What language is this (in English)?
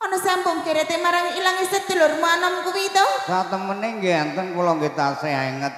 Javanese